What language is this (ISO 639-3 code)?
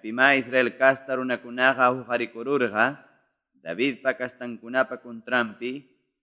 que